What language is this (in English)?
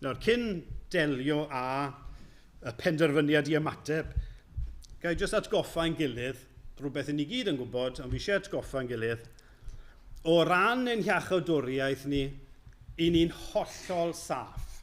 Welsh